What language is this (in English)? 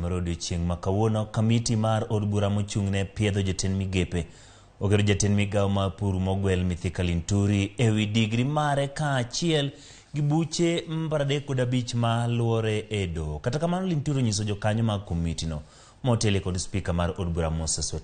Luo (Kenya and Tanzania)